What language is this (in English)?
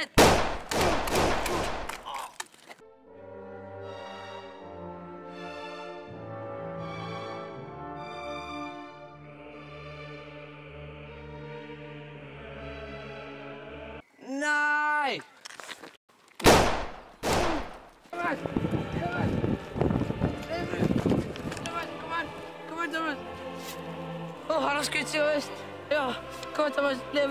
Norwegian